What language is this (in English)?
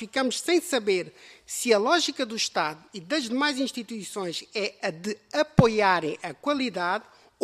Portuguese